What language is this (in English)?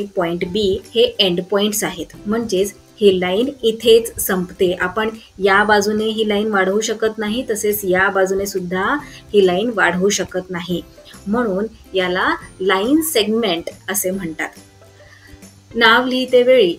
Marathi